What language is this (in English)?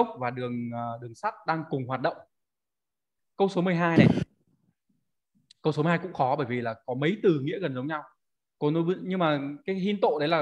Vietnamese